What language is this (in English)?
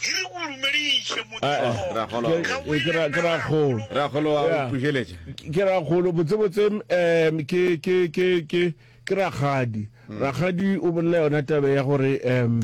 Northern Sotho